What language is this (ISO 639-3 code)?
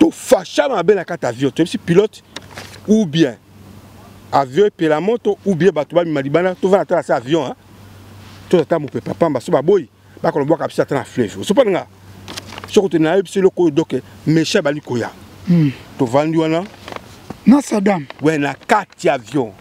lin